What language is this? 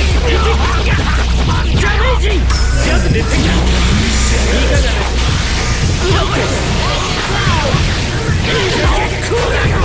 Japanese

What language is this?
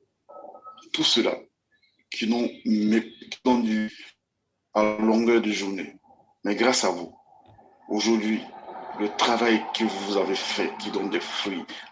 Kabyle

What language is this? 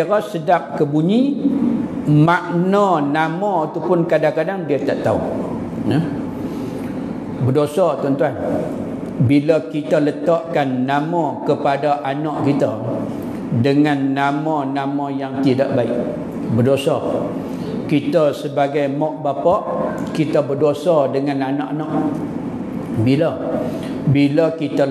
Malay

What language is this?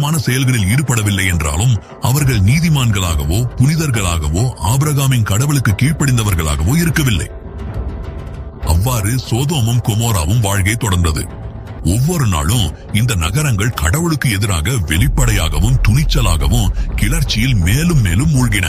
Tamil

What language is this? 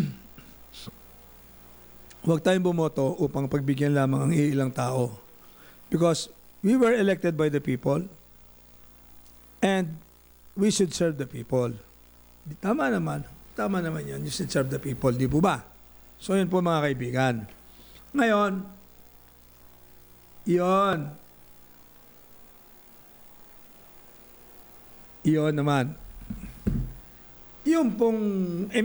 Filipino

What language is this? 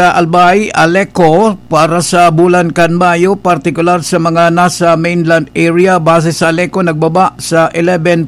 Bikol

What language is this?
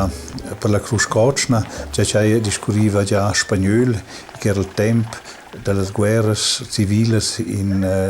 Romansh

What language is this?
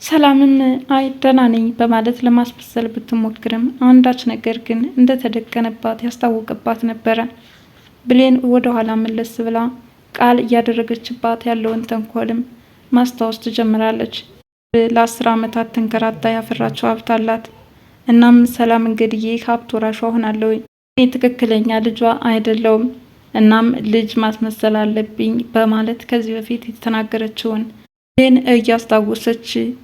Amharic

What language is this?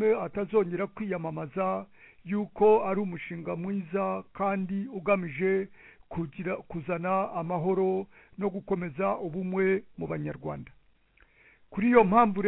Kinyarwanda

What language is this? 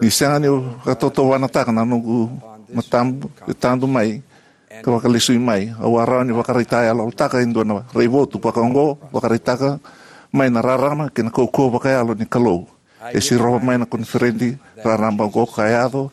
Fijian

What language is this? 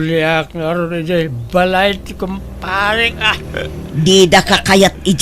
Iloko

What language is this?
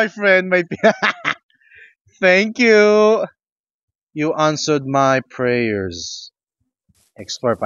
Filipino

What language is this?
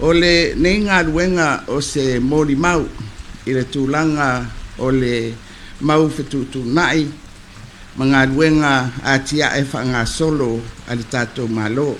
Samoan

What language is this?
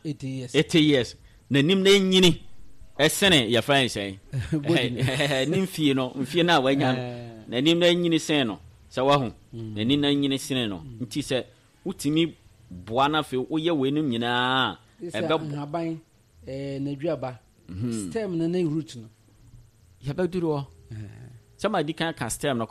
Akan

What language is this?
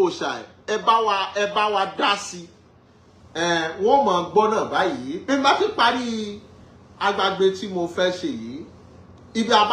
Yoruba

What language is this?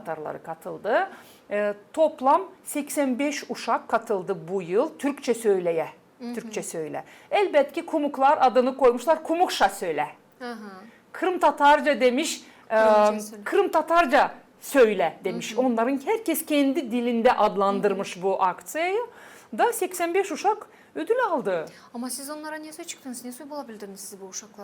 Gagauz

